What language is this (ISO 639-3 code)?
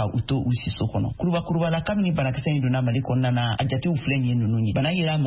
bam